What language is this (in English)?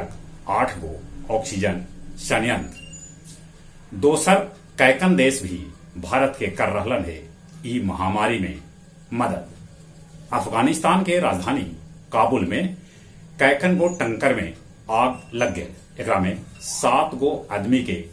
Magahi